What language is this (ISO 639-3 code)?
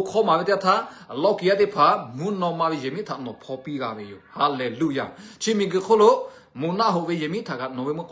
lhu